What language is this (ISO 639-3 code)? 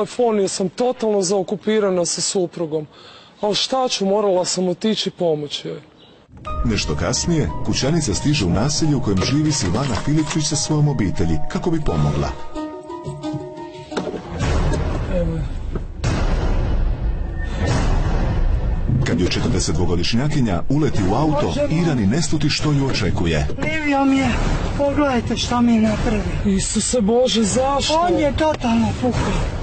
hrv